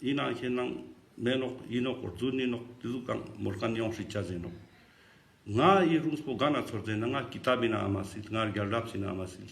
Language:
Ladakhi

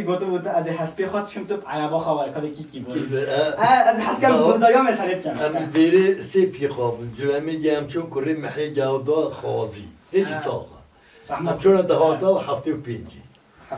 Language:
Kurdish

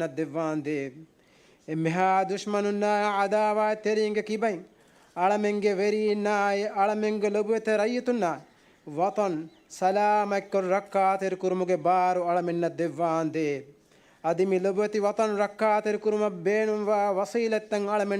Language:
Divehi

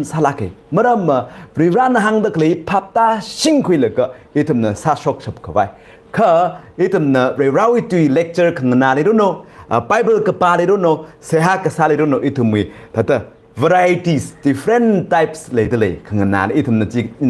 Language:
Tangkhul Naga (India)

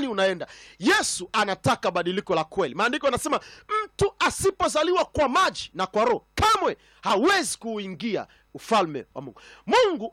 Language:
Swahili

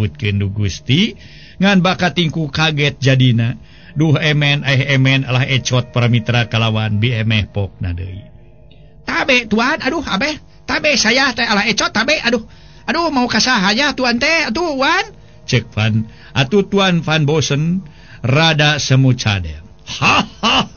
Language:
Sundanese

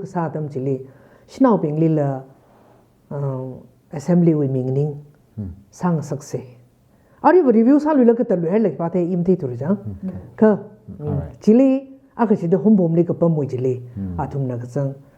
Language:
Tangkhul Naga (India)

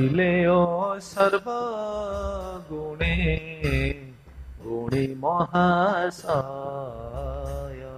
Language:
Odia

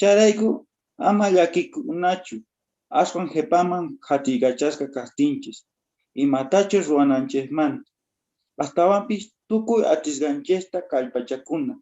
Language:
South Bolivian Quechua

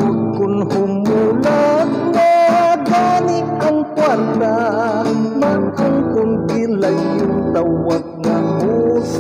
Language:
Hiligaynon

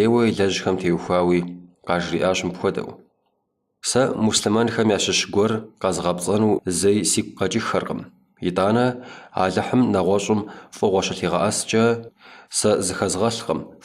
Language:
Kabardian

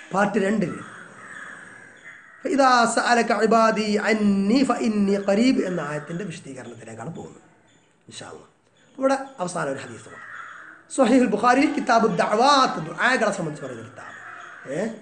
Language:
Malayalam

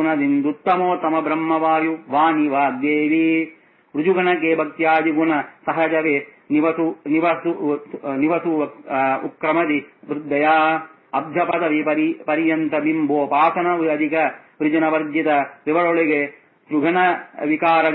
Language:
Kannada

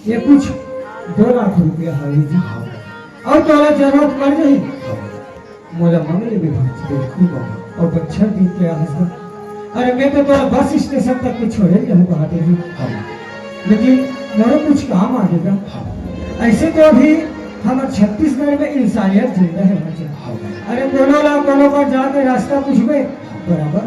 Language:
Chhattisgarhi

